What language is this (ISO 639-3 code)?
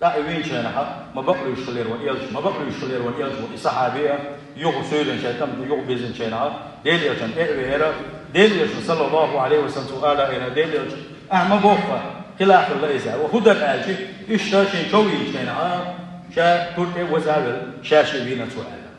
che